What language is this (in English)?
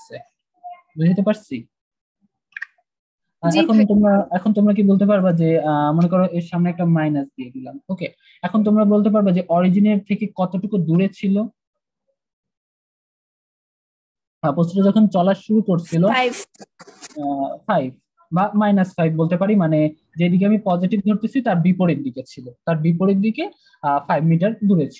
Bangla